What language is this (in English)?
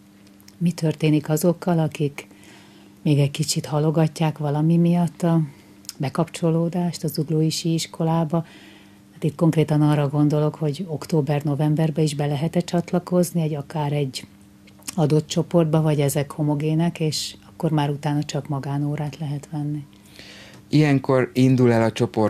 Hungarian